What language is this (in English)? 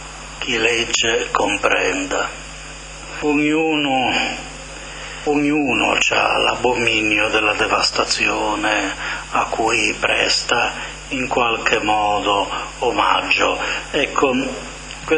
Italian